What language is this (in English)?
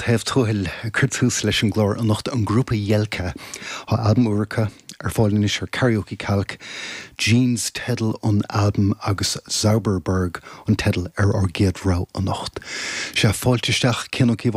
Irish